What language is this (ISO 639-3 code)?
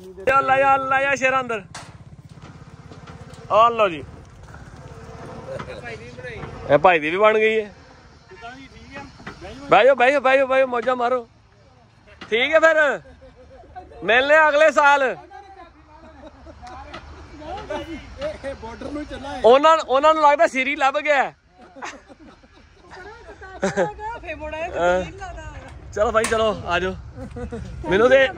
pan